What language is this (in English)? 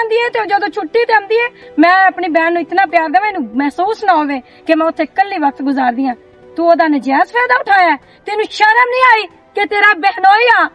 Western Panjabi